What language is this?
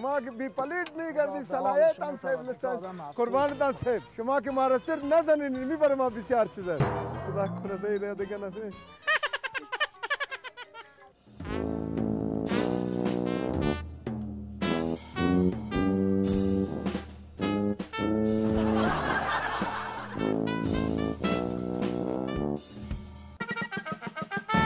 Persian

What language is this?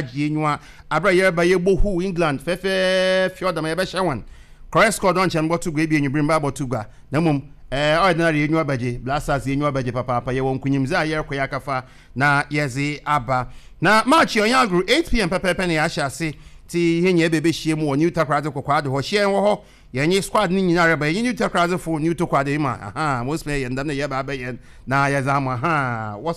Akan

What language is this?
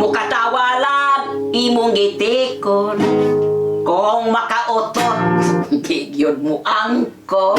Cebuano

